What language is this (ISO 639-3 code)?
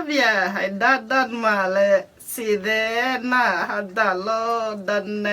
som